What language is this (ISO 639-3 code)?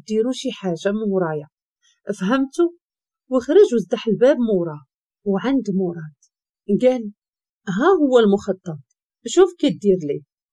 ary